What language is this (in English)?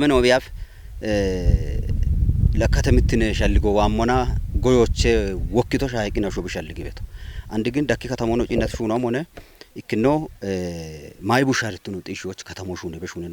Kafa